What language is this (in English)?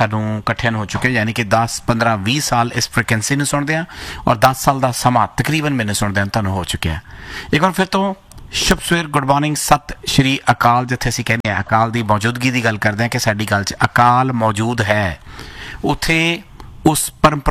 Punjabi